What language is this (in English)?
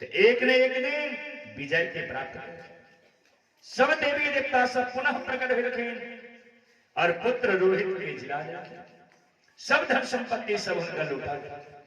Maithili